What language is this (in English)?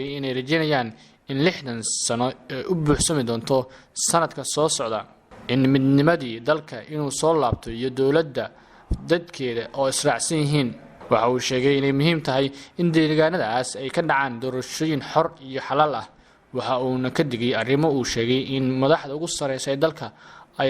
Somali